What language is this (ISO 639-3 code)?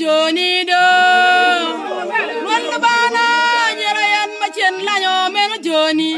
ach